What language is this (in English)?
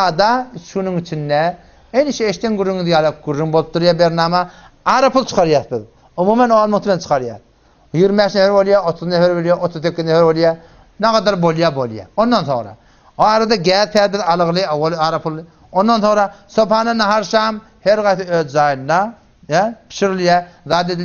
Turkmen